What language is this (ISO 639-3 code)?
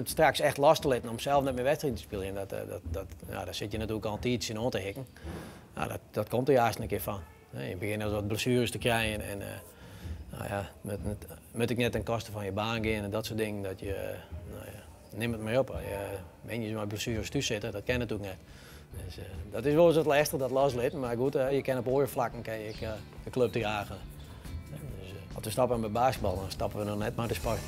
fry